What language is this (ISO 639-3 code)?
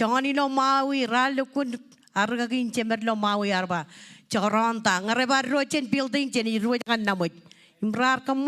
mah